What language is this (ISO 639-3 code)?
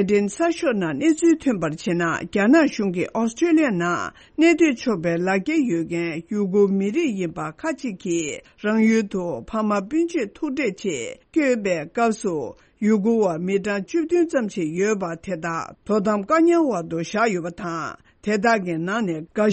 bod